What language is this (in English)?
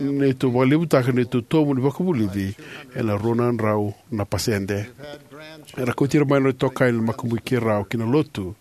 Fijian